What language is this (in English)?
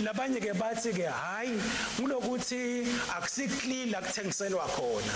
Swati